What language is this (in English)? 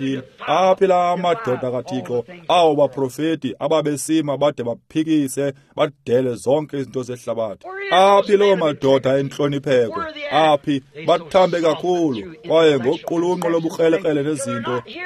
Xhosa